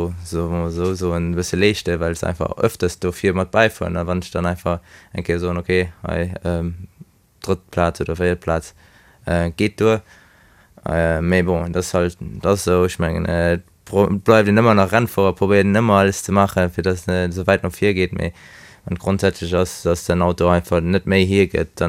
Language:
Luxembourgish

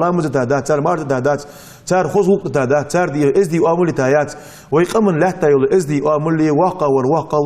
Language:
Ingush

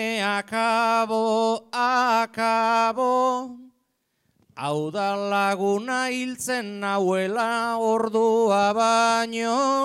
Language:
Basque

